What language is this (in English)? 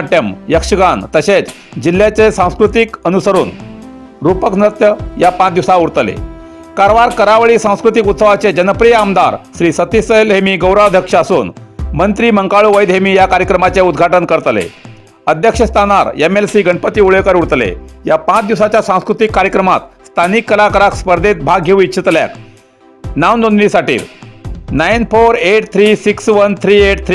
Konkani